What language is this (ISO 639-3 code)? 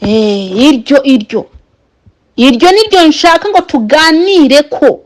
kin